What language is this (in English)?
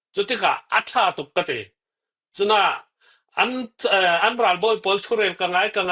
Falam Chin